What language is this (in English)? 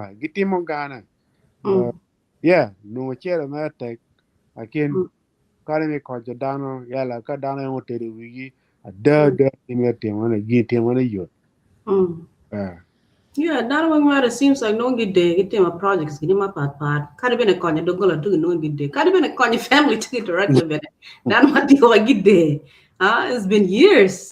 Acoli